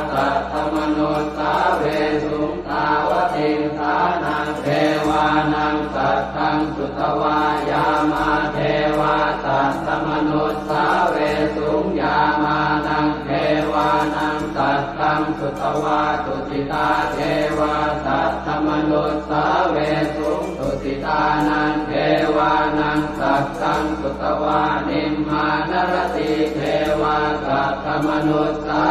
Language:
Pali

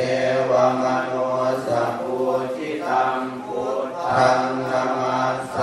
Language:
Pali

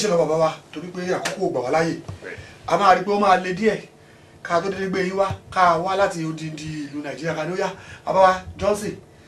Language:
Yoruba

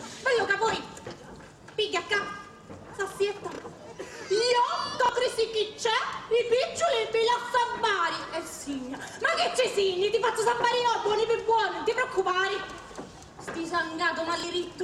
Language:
Sicilian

